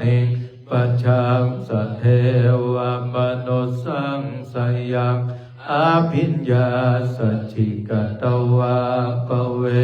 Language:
Pali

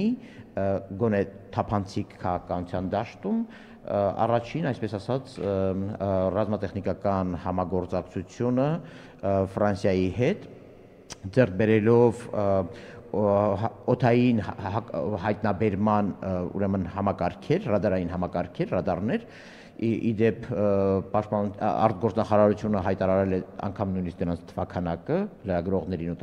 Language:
Armenian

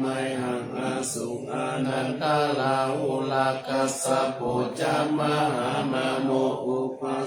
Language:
Pali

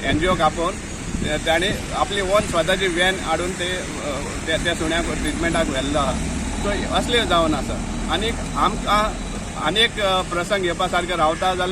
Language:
Konkani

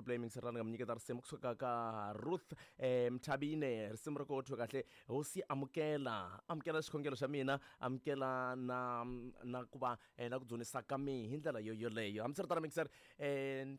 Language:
Tsonga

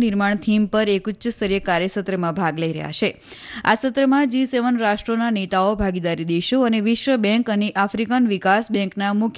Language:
Gujarati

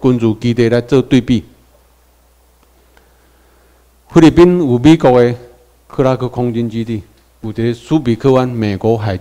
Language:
Chinese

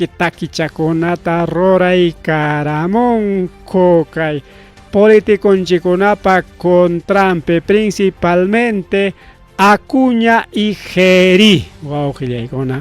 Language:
Ayacucho Quechua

